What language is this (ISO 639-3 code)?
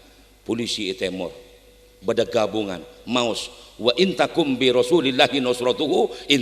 mad